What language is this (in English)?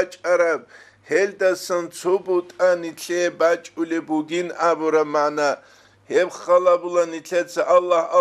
Avaric